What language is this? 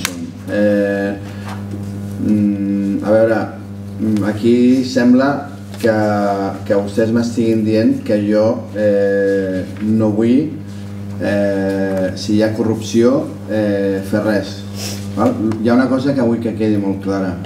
Catalan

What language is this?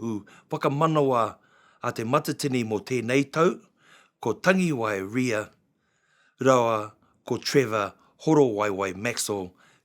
Māori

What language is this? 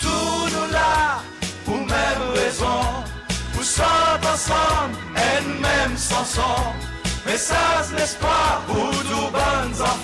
Seselwa Creole French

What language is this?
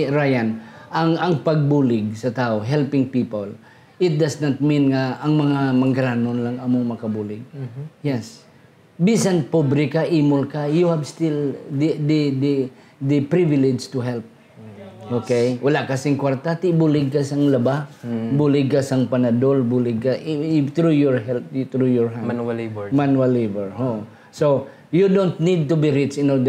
Hiligaynon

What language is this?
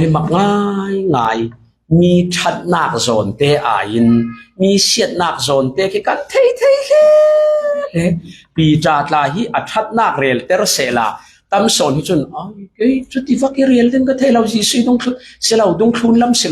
Falam Chin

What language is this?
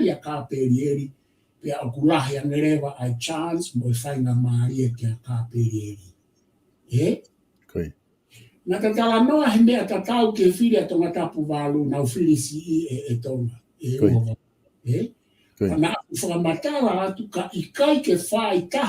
Tongan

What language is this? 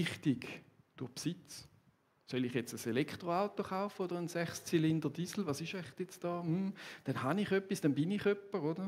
Swiss German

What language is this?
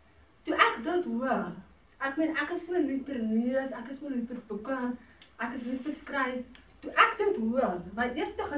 Afrikaans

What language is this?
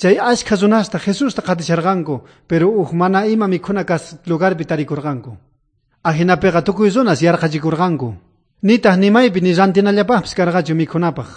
South Bolivian Quechua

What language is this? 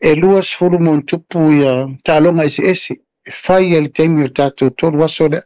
Samoan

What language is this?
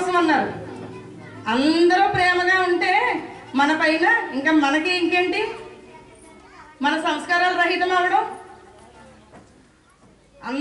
Telugu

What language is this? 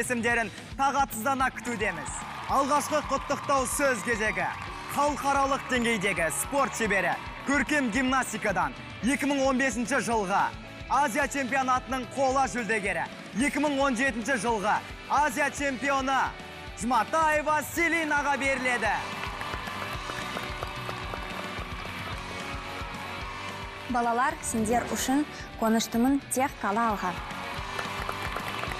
Kazakh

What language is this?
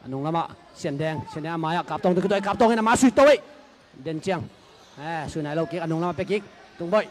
Tedim Chin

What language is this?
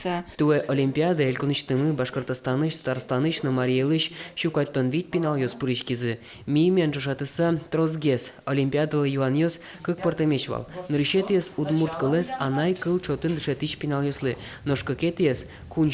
Udmurt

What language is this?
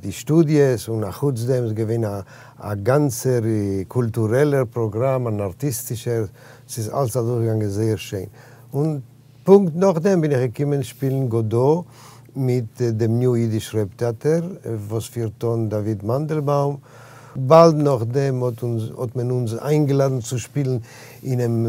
Yiddish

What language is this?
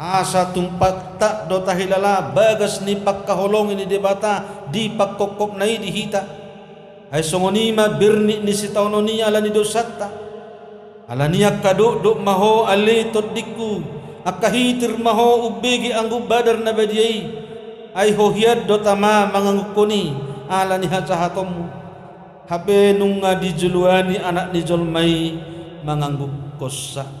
Batak Toba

